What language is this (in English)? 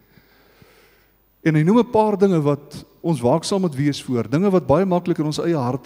Afrikaans